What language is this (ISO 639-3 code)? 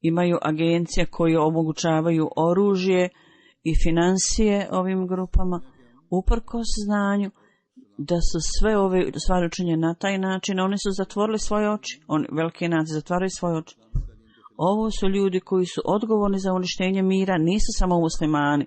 bos